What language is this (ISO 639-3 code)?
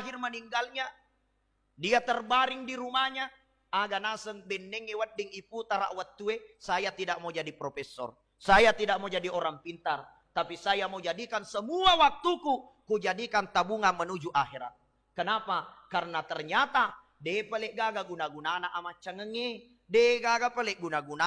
bug